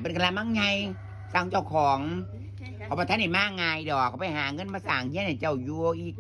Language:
Northeastern Thai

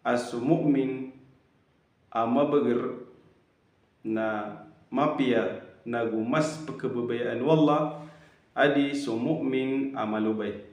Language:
Maranao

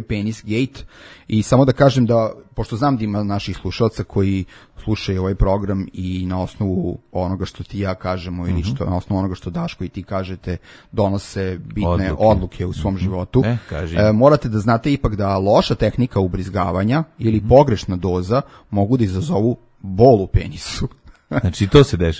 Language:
Serbian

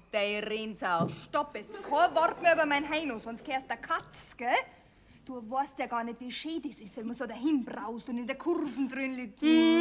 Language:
Bavarian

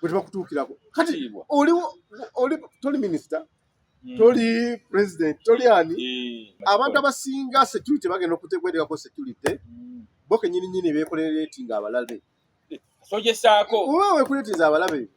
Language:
Ganda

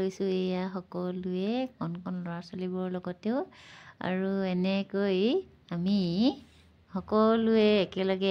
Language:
Assamese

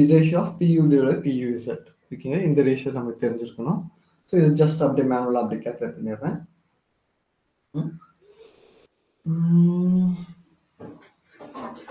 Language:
Tamil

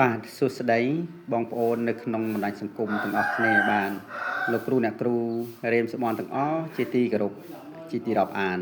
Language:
Khmer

